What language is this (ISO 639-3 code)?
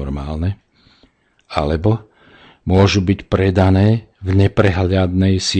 slk